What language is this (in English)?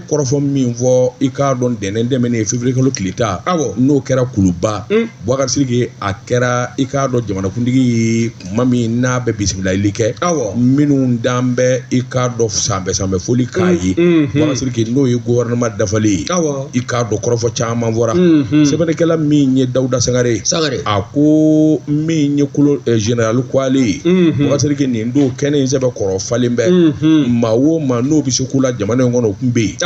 Bambara